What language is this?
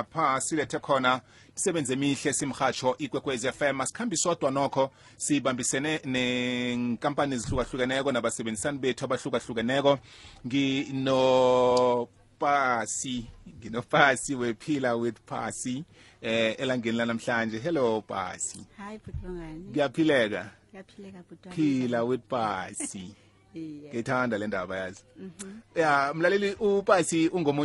South Ndebele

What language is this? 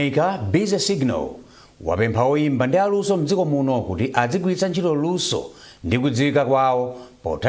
Nyanja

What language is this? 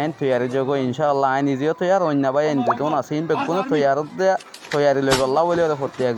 Rohingya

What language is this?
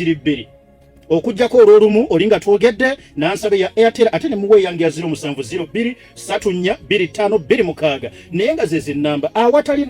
Ganda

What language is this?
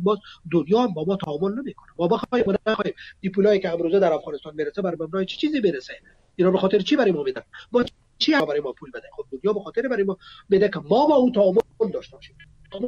Persian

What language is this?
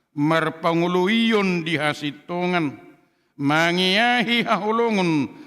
Batak Toba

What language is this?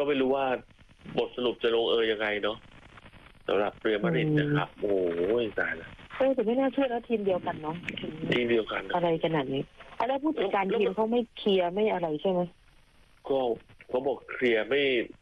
Thai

